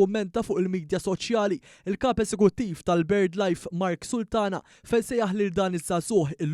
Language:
Maltese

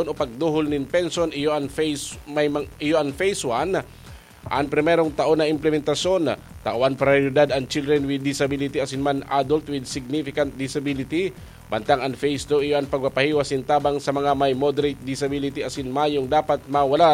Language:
Bikol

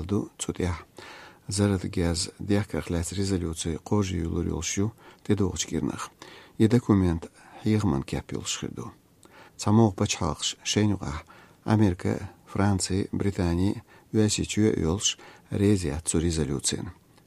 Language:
Chechen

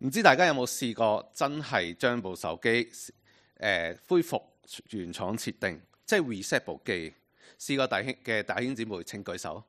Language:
Cantonese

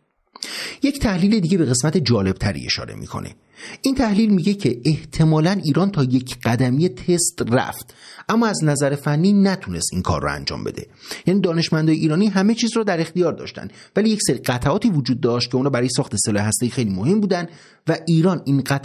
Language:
Persian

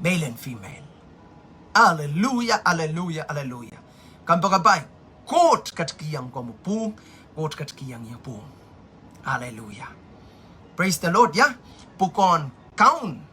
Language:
Pohnpeian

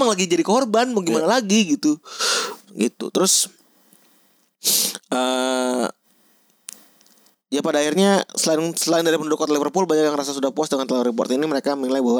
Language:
Indonesian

